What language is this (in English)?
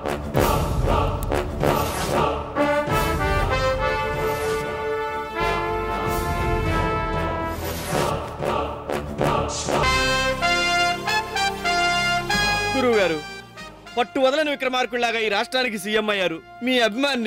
Telugu